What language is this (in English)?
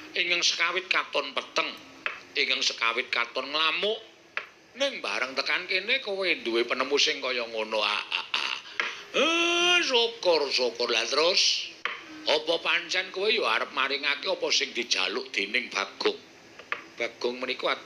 Javanese